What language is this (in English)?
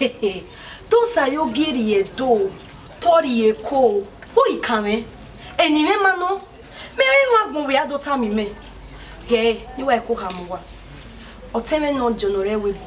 Bini